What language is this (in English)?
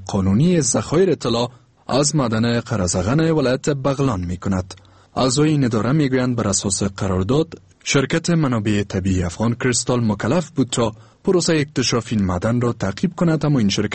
Persian